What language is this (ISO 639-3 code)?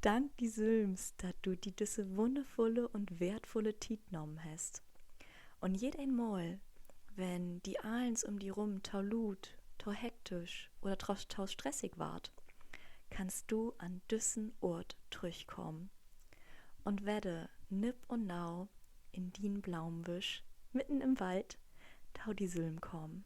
nds